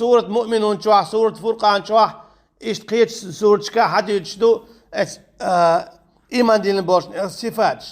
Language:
Chechen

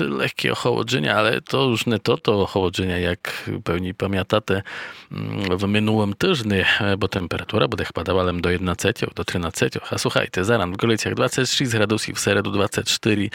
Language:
Rusyn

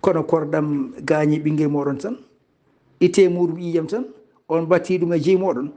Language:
Fula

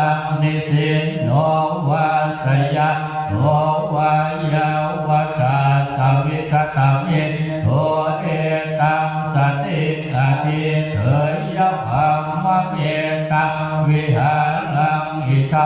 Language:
Pali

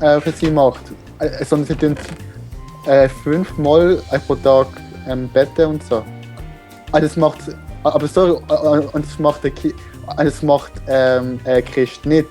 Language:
Swiss German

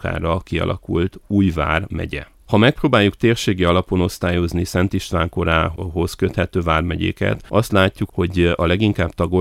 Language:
Hungarian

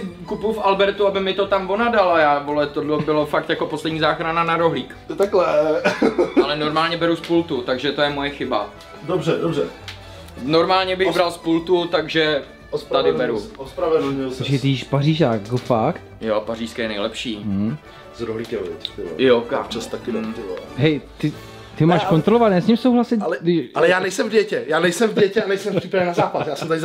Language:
Czech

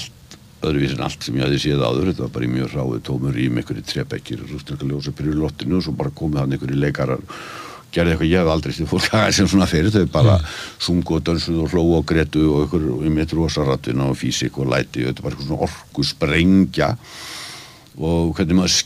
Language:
Icelandic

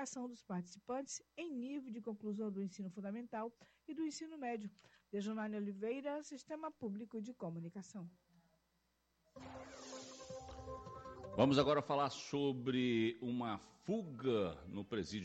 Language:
Portuguese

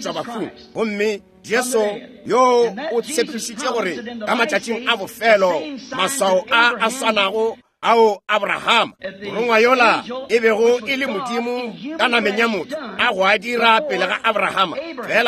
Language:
Northern Sotho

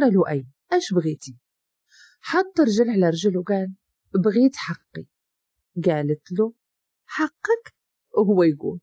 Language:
Moroccan Arabic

